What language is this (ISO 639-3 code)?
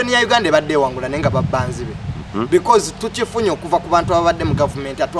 lug